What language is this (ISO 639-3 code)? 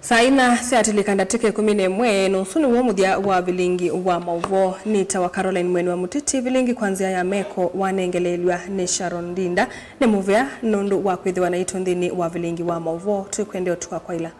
kam